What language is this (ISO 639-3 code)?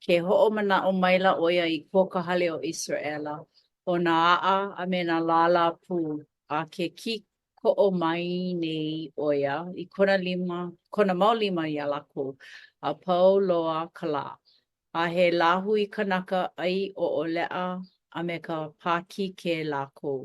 haw